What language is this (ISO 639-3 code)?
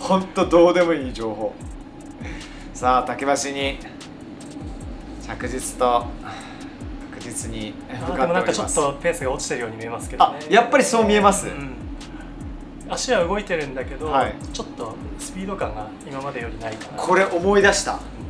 jpn